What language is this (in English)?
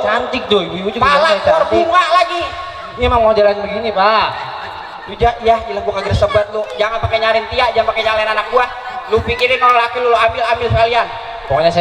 Betawi